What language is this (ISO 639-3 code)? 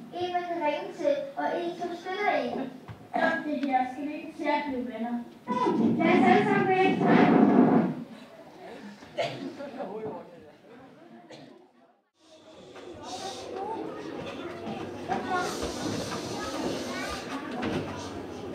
dan